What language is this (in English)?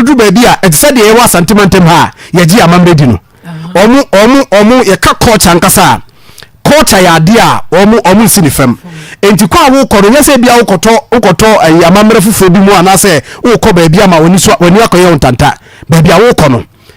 Akan